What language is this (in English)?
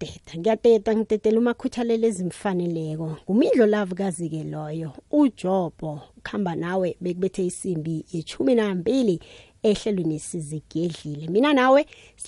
South Ndebele